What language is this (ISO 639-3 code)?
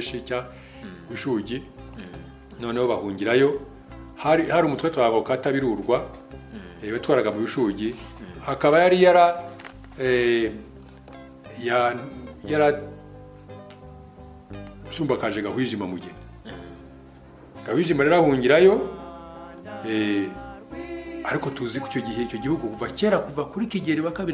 kin